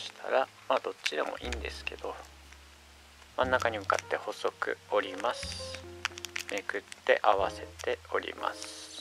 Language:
Japanese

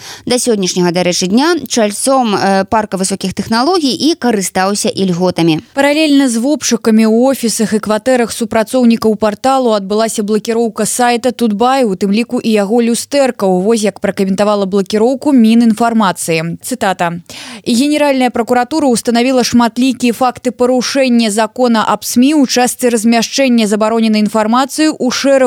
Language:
Belarusian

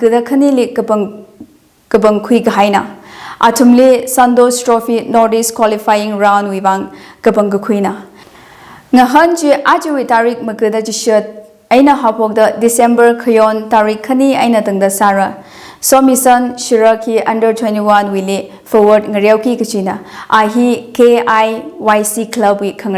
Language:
Tangkhul Naga (India)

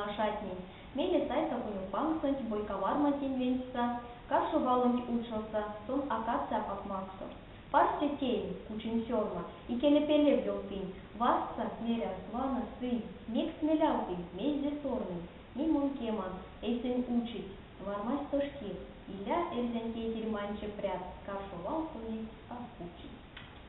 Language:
Erzya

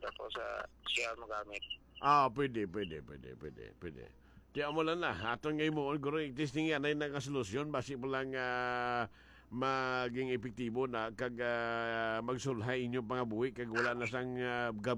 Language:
Hiligaynon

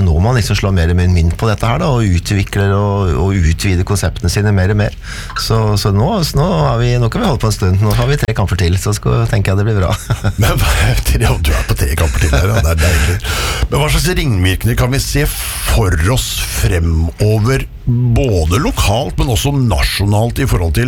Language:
Norwegian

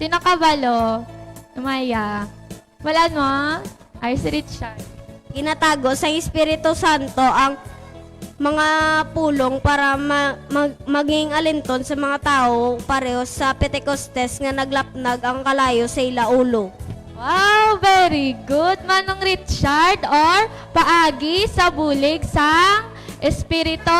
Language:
Hiligaynon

